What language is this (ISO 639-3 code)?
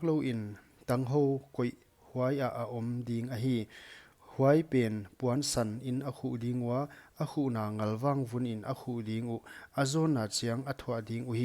pck